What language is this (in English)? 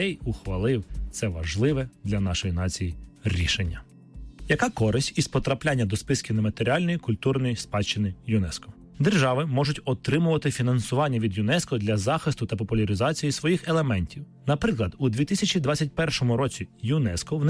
Ukrainian